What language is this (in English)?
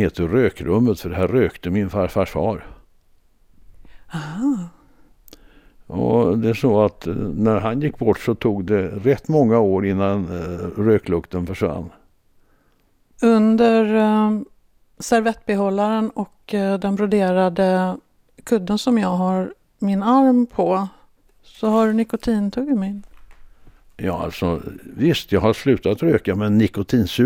Swedish